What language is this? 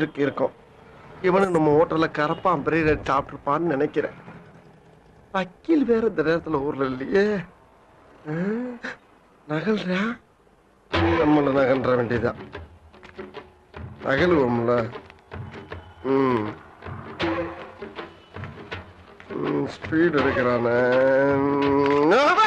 Tamil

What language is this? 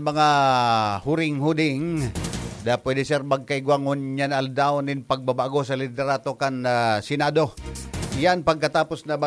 Bikol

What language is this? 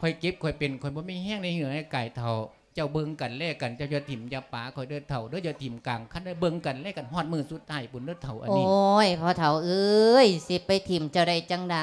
Lao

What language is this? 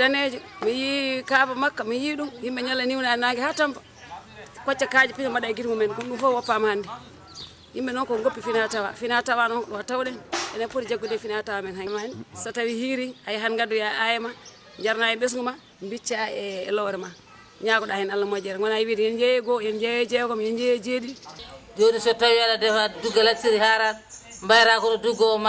Fula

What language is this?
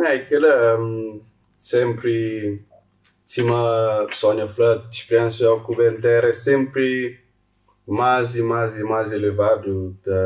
Kabuverdianu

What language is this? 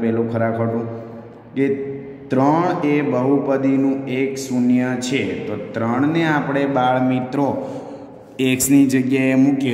Gujarati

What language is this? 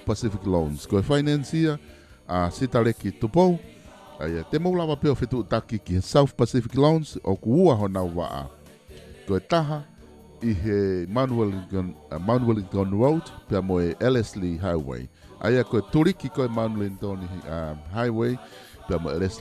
Tongan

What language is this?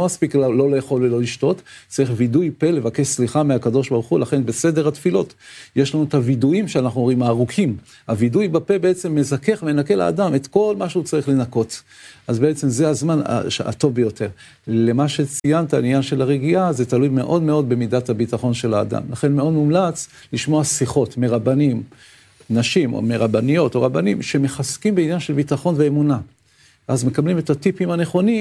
Hebrew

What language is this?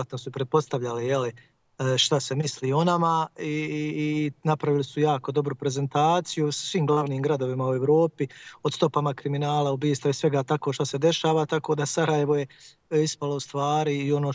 Bosnian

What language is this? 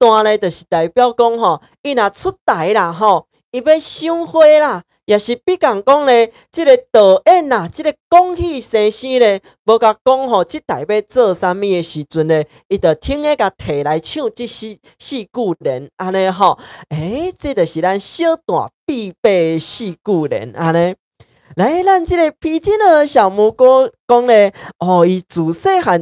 Min Nan Chinese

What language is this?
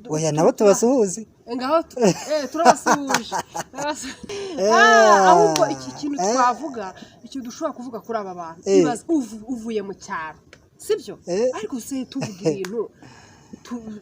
Kinyarwanda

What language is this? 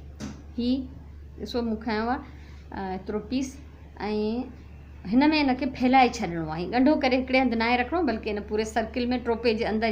Sindhi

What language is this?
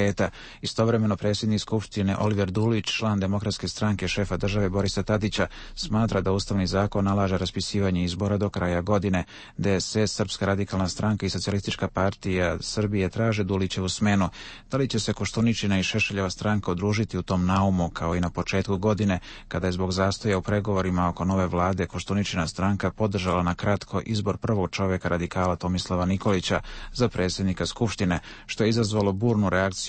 Serbian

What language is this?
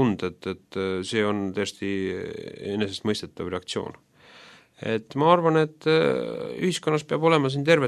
Estonian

